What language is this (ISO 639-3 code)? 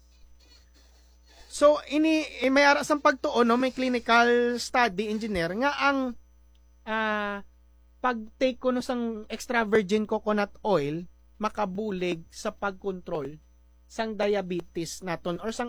hil